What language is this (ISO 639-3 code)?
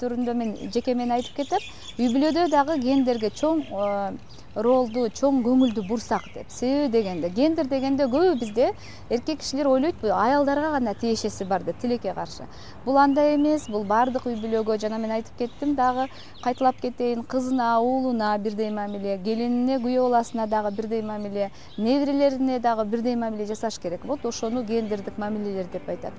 kir